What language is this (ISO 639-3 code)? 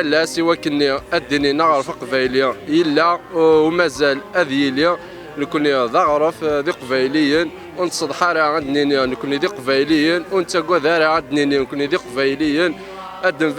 kab